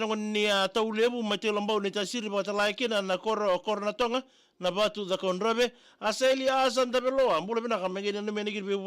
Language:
Fijian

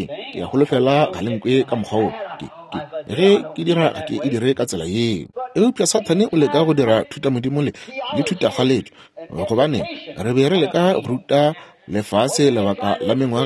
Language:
Northern Sotho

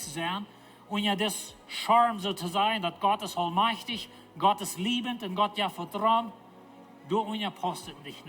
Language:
Plautdietsch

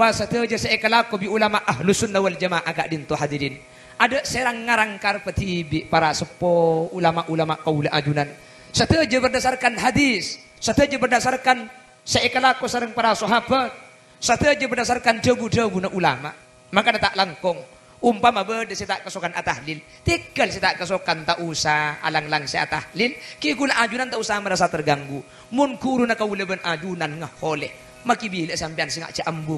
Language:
Madurese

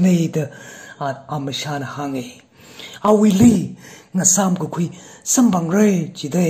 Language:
Tangkhul Naga (India)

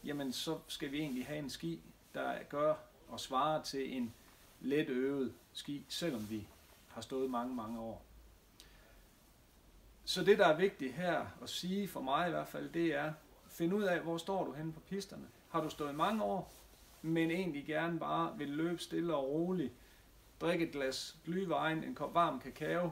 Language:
Danish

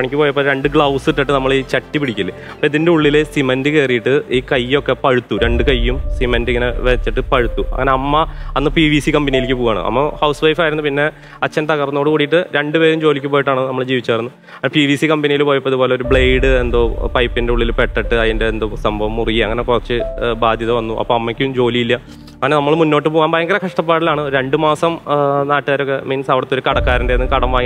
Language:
Malayalam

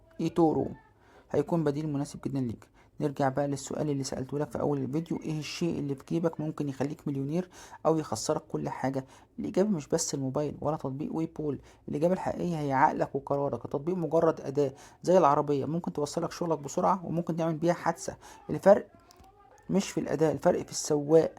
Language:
Egyptian Arabic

